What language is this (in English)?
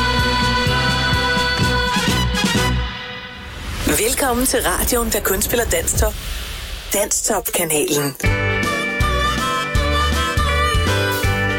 Danish